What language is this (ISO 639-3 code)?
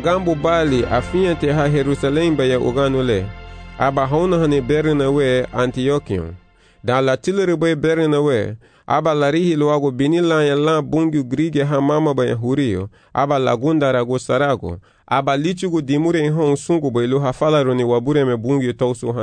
cab